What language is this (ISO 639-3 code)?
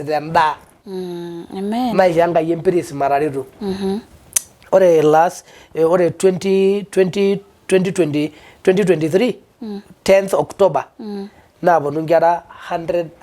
mas